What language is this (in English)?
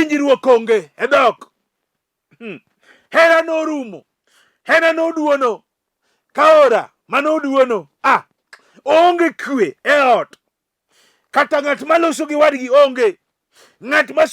Luo (Kenya and Tanzania)